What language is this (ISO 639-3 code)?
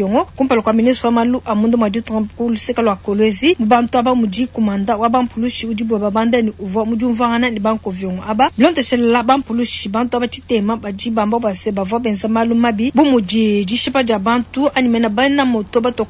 lua